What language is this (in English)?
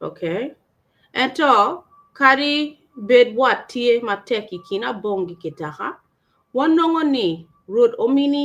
Acoli